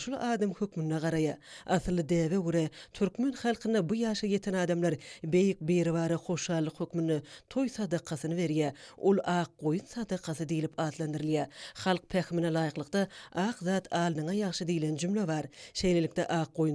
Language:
Turkmen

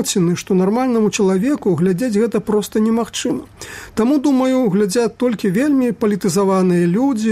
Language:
Belarusian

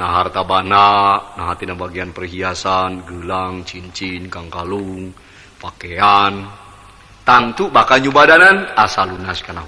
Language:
Sundanese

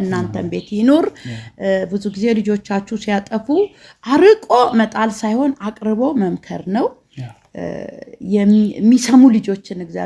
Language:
Amharic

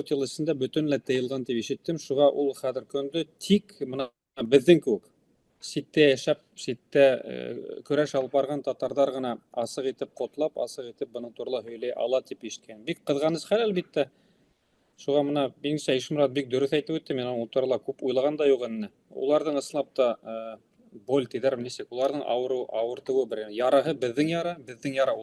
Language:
Bashkir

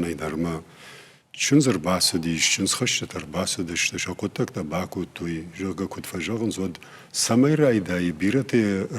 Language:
Ossetic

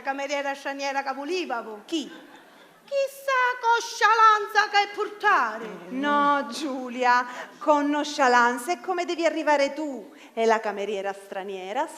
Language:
Sicilian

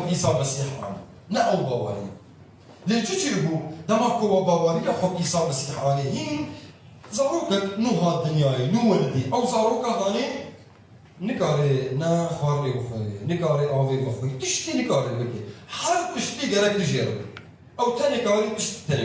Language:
Kurdish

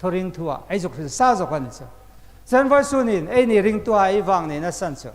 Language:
Hmar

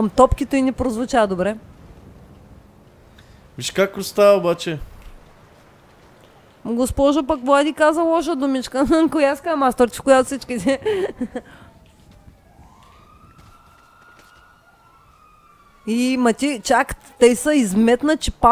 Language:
Bulgarian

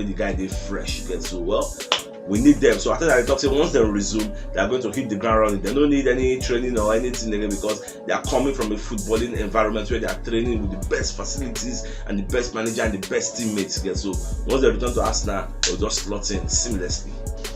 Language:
Nigerian Pidgin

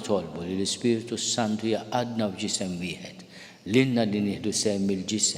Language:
Maltese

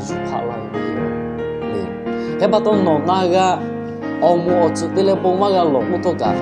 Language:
Lahu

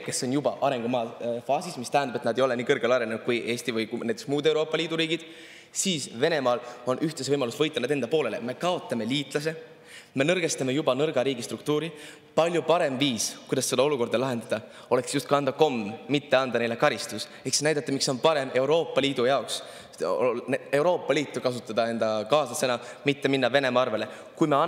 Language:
Estonian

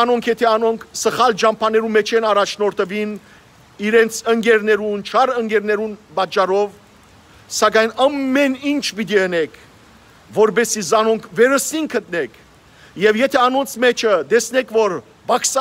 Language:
Western Armenian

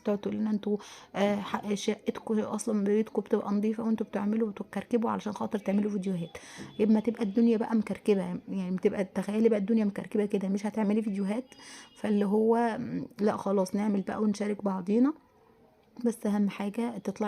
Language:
Egyptian Arabic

